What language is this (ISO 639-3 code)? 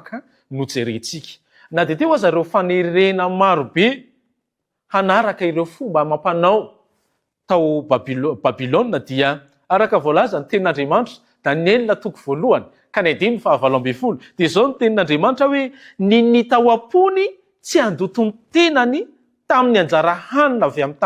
mlg